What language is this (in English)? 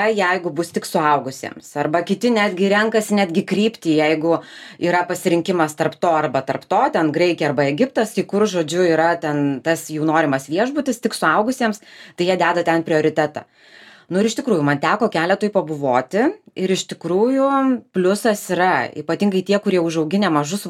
Lithuanian